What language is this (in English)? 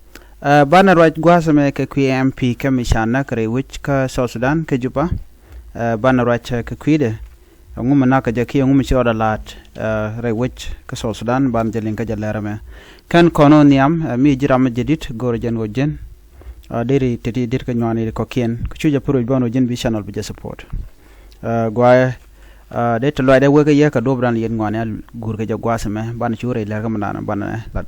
Nuer